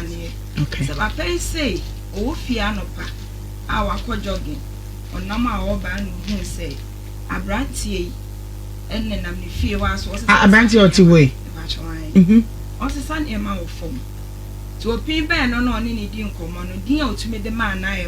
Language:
Akan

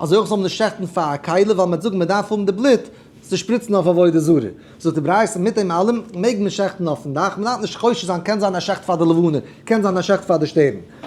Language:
Yiddish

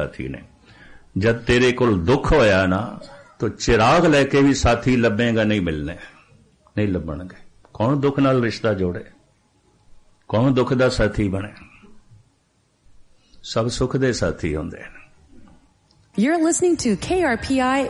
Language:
Punjabi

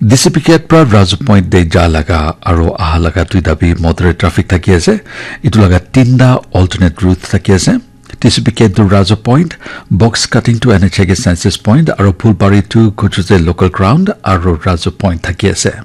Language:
Naga Pidgin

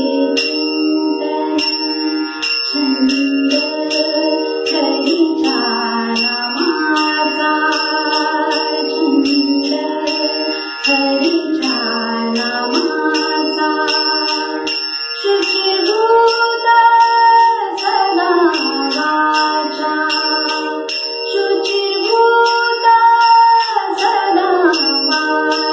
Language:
Marathi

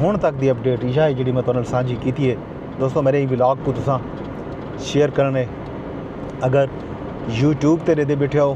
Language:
Saraiki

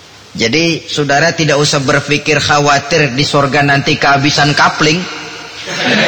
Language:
Indonesian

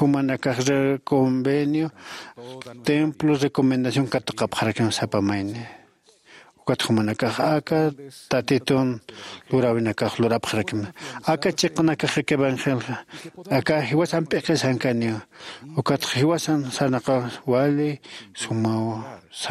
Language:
Aymara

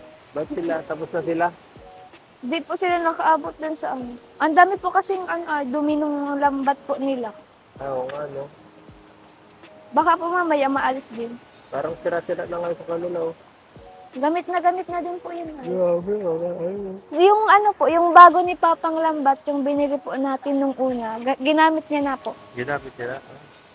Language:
Filipino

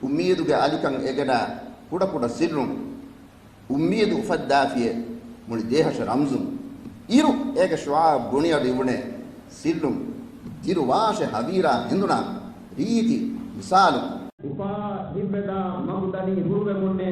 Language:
Divehi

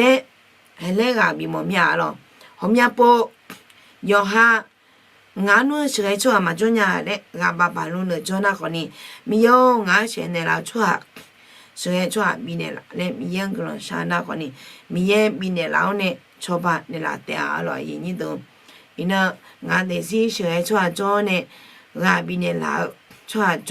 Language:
Akha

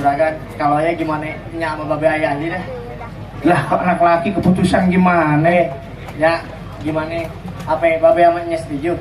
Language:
Betawi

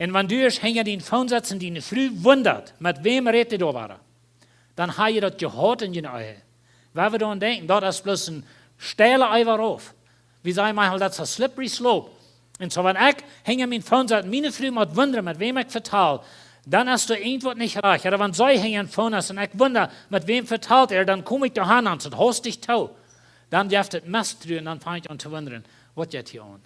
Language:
Plautdietsch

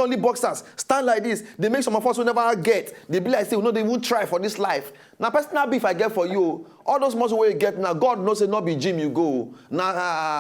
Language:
Nigerian Pidgin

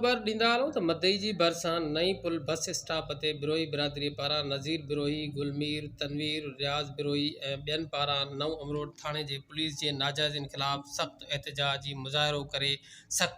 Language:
Sindhi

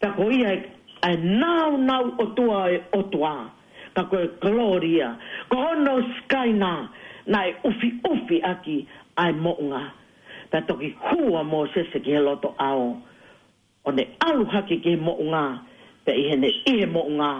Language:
Tongan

